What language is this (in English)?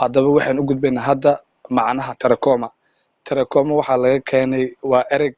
Somali